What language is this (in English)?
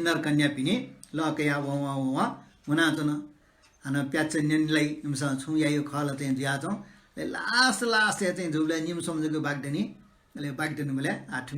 Newari